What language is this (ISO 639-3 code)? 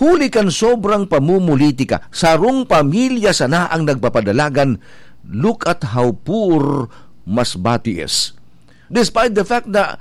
bik